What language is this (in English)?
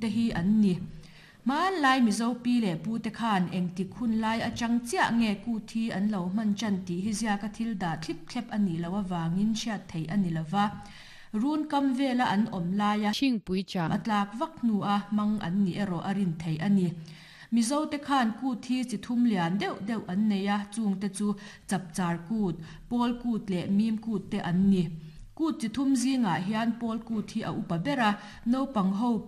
Mizo